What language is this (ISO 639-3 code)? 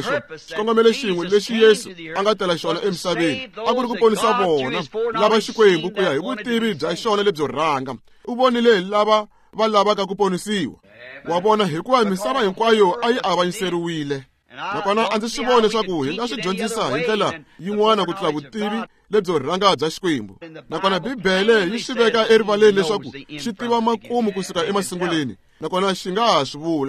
tso